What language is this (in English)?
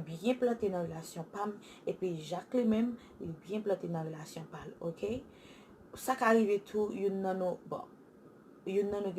Haitian Creole